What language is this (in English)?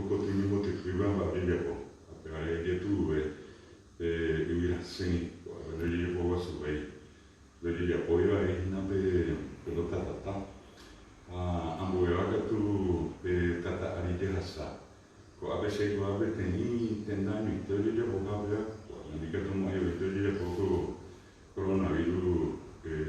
Guarani